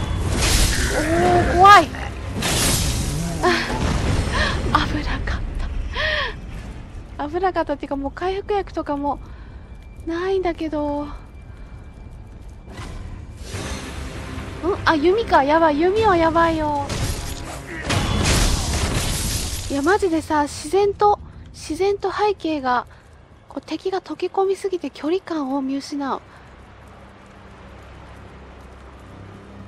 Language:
Japanese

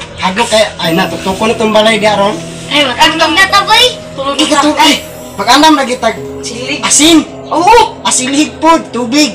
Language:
Cebuano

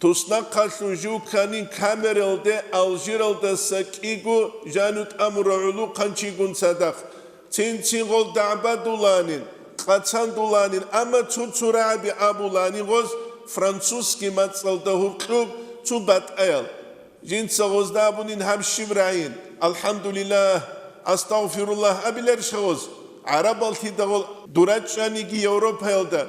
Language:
Avaric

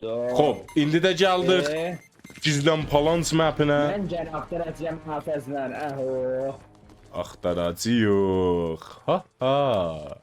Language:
South Azerbaijani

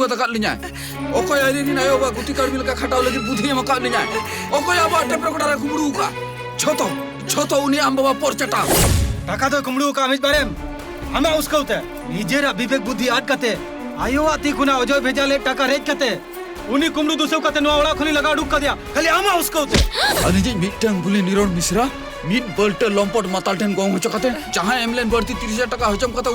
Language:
Santali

